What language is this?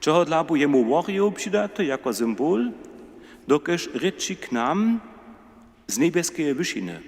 Upper Sorbian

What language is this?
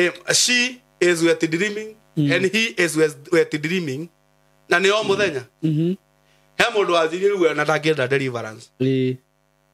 Kikuyu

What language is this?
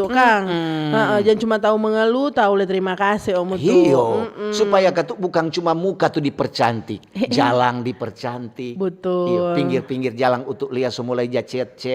Manado Malay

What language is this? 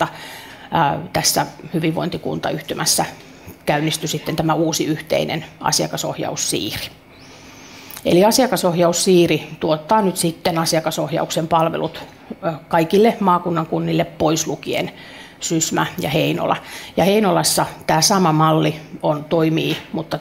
Finnish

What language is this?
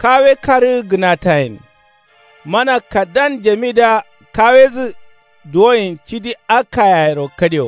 Kanuri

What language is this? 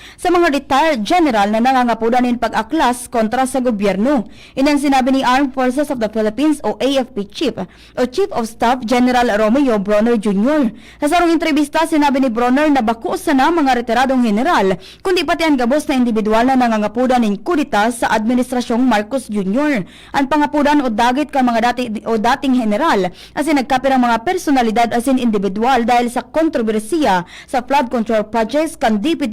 Bikol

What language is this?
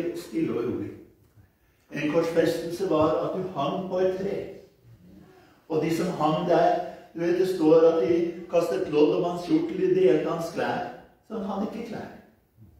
Norwegian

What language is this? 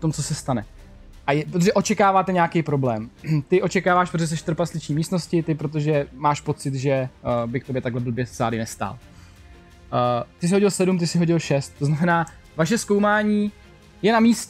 Czech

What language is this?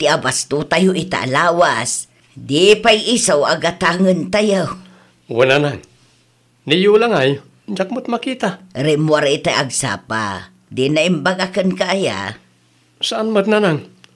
Iloko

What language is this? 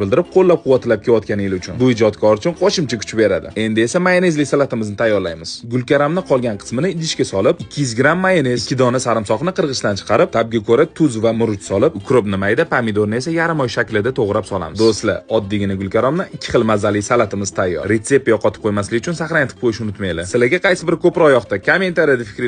Uzbek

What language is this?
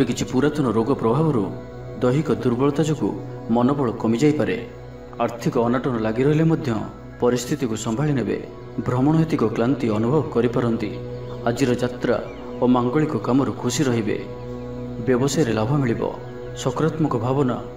Odia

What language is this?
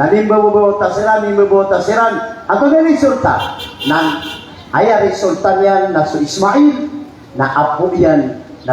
Maranao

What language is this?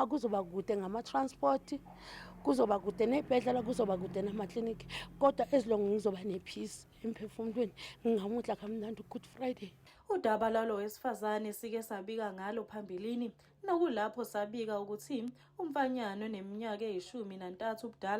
Zulu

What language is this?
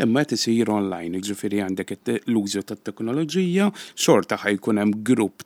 Maltese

